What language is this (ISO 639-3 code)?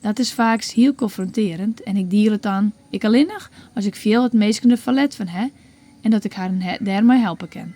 fry